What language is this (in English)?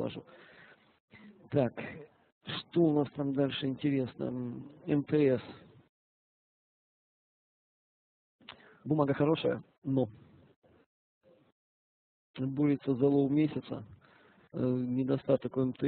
Russian